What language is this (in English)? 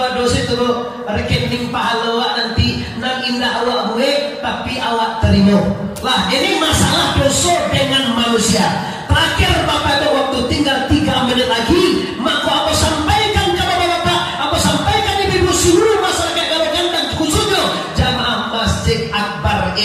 Minangkabau